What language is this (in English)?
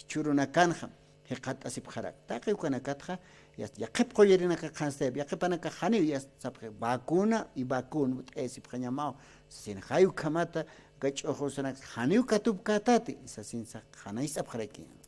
Aymara